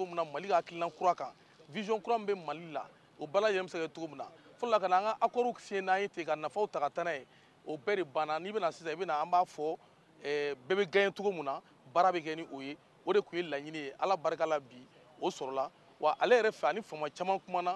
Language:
Bambara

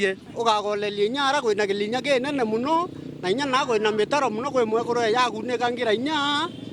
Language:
Meru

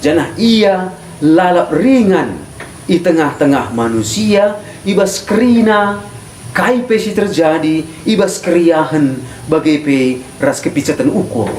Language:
Batak Karo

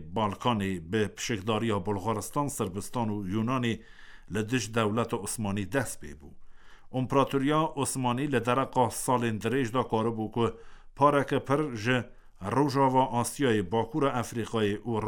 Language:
Kurdish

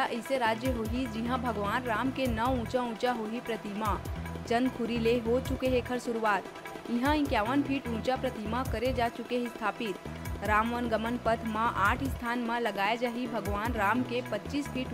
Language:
Chhattisgarhi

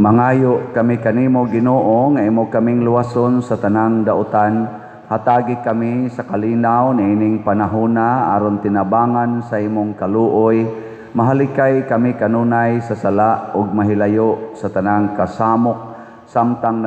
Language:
Cebuano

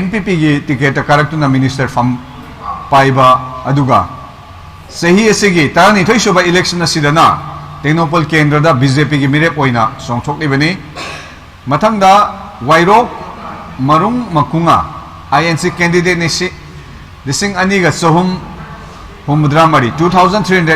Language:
Manipuri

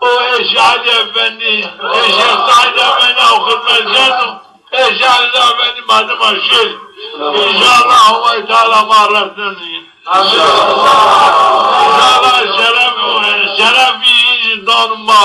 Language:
Zaza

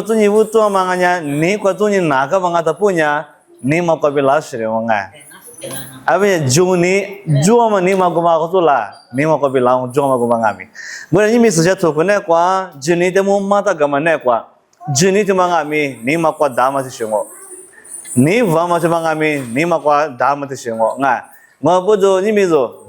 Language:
Lisu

